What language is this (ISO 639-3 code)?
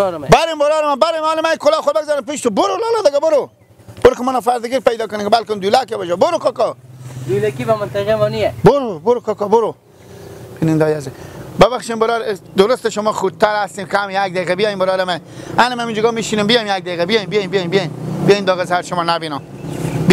fas